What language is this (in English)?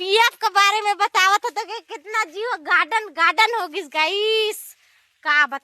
Chhattisgarhi